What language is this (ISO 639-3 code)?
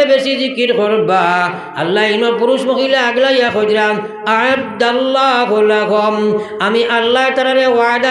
syl